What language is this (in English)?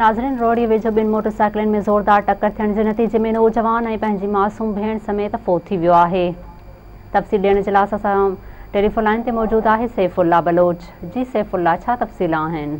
Sindhi